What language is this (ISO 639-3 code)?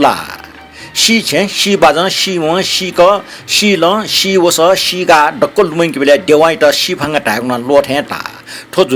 new